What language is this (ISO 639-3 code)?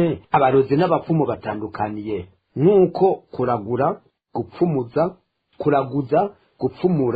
run